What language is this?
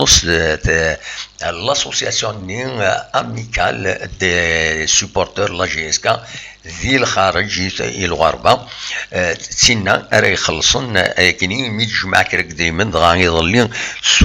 Kabyle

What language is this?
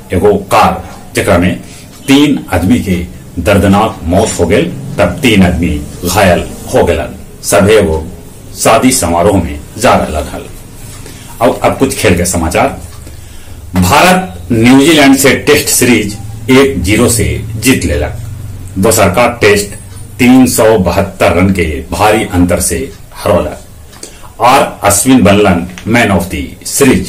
Magahi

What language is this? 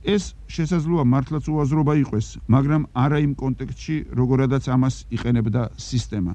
Georgian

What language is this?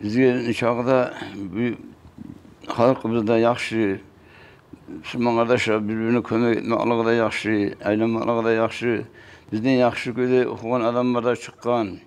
Kumyk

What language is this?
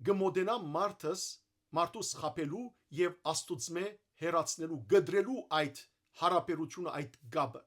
Western Armenian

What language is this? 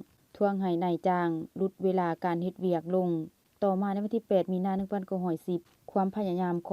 Lao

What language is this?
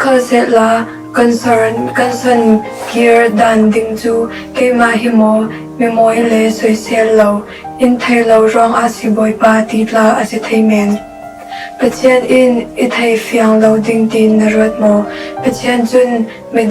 Falam Chin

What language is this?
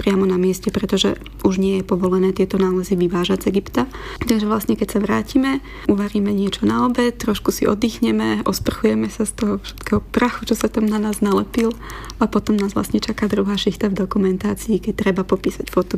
Slovak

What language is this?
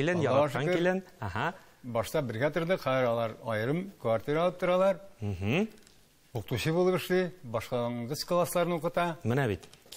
Tatar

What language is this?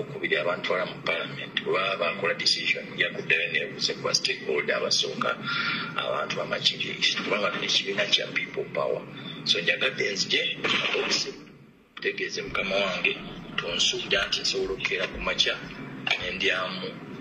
Ganda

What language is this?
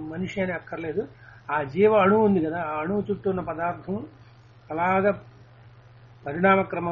Telugu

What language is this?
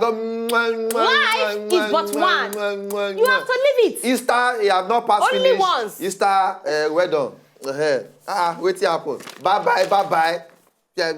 Nigerian Pidgin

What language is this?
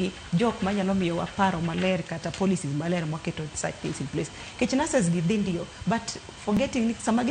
Luo (Kenya and Tanzania)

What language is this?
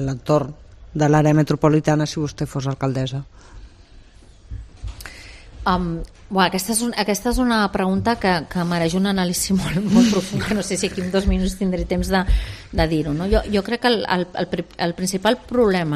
Catalan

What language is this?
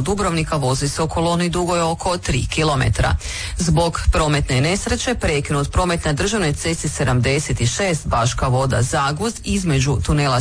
Croatian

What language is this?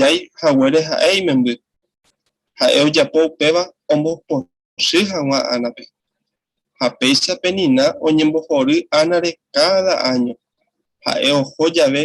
Guarani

